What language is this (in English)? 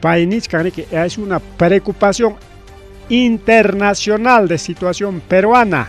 Ayacucho Quechua